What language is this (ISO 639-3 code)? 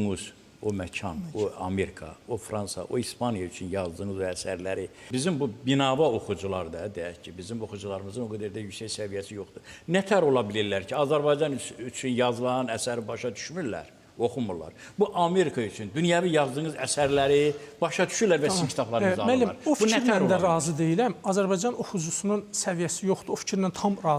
aze